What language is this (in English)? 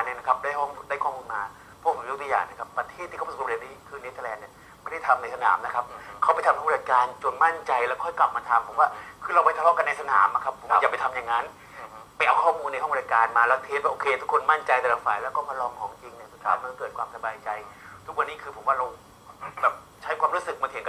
Thai